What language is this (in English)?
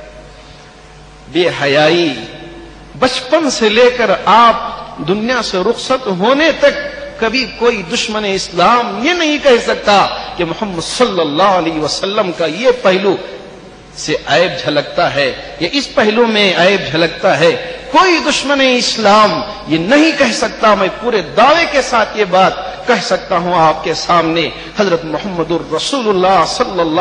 Urdu